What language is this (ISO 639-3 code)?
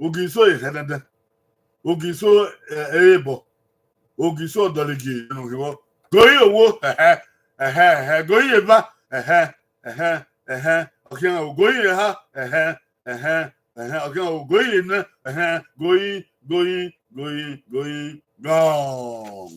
bin